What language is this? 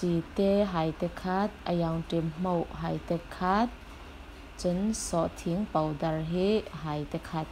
Falam Chin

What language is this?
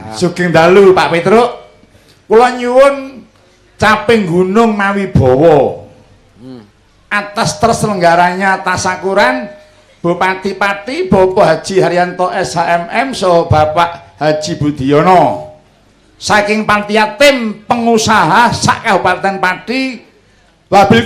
Javanese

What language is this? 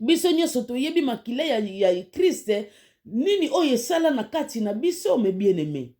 Lingala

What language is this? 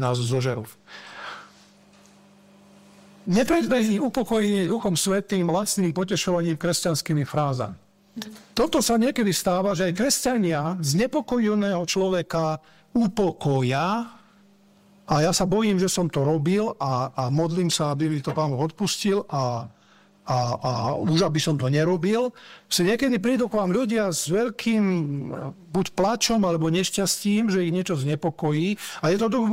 Slovak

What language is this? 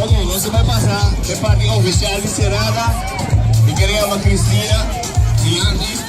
Papiamento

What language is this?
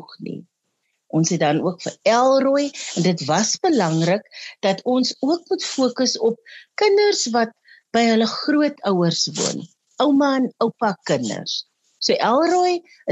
Afrikaans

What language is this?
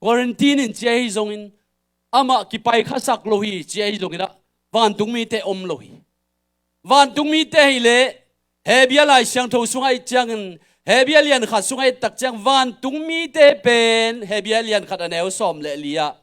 Tedim Chin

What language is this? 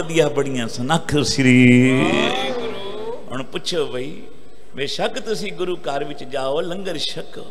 Punjabi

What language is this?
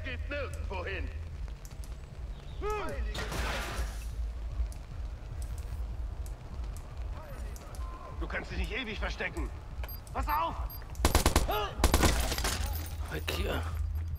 German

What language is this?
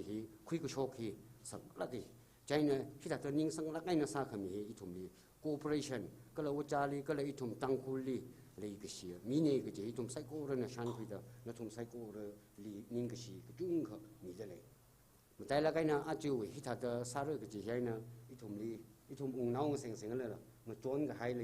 Tangkhul Naga (India)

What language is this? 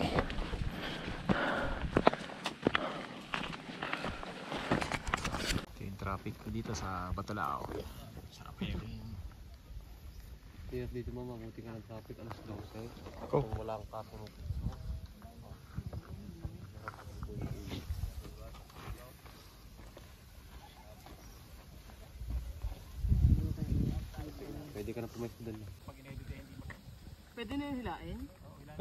Filipino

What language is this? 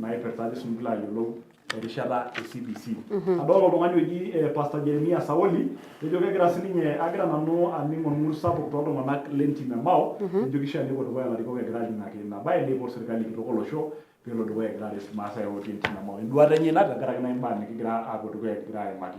Masai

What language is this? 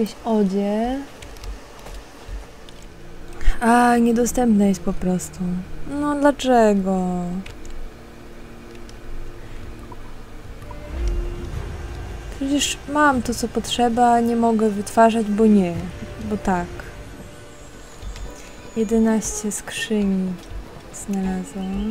Polish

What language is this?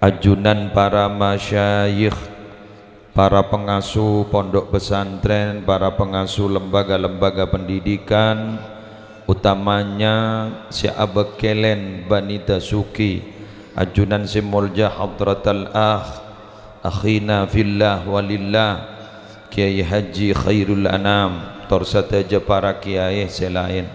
Madurese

